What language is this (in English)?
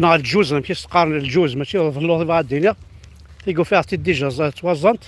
Kabyle